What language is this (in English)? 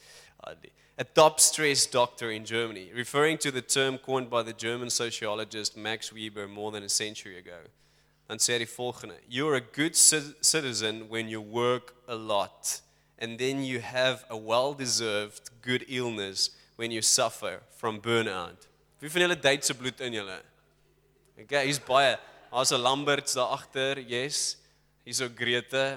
Afrikaans